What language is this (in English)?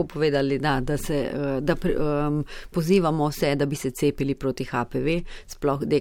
Slovenian